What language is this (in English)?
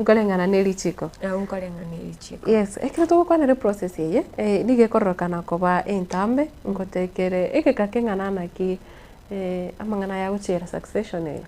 Gusii